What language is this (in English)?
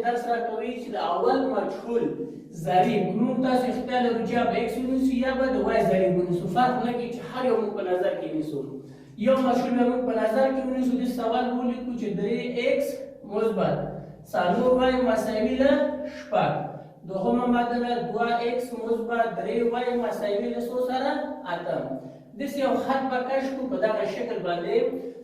Pashto